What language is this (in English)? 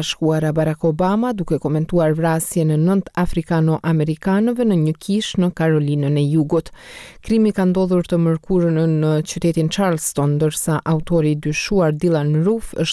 Albanian